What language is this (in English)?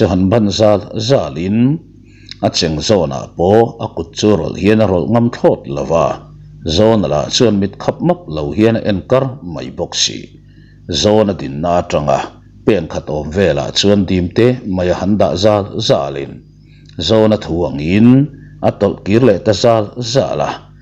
Mizo